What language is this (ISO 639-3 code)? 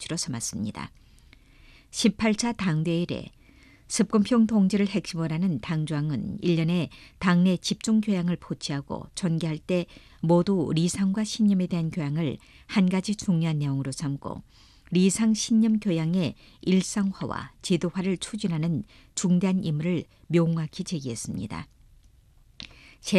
kor